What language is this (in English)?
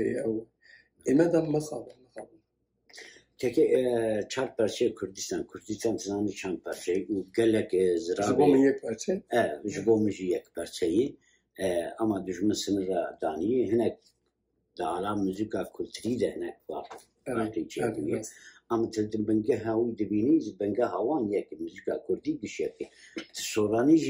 Kurdish